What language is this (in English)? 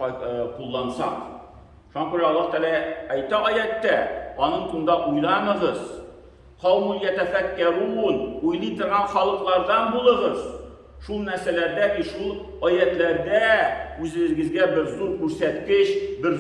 Tatar